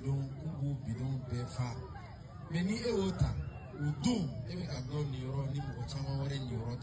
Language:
Bambara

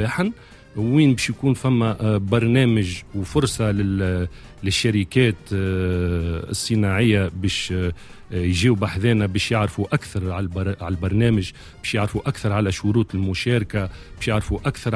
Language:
Tunisian Arabic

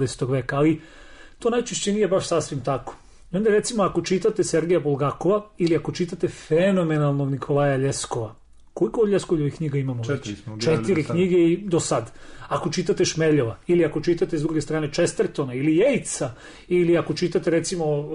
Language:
Serbian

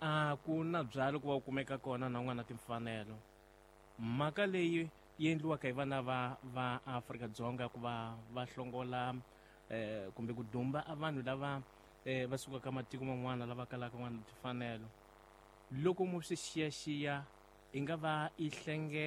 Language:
Tsonga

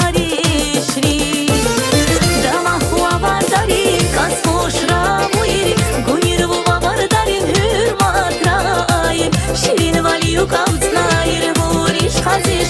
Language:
Tabassaran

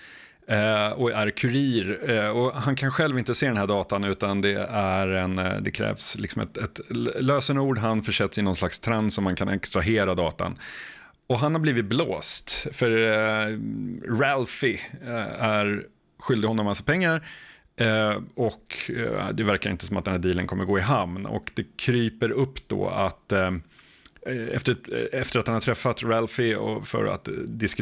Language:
Swedish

